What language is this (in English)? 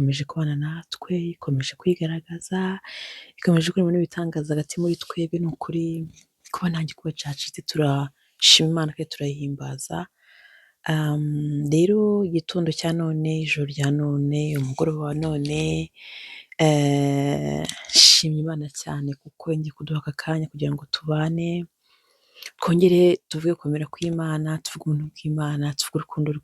Kinyarwanda